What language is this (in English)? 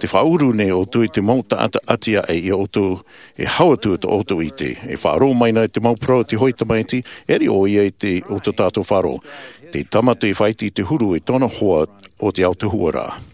Tahitian